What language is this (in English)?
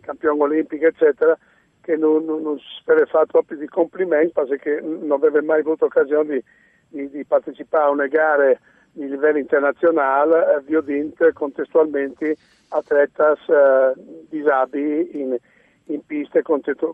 Friulian